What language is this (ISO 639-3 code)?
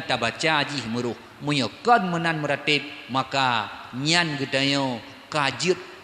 ace